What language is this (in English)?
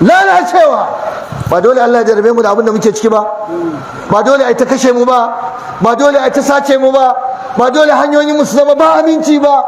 Hausa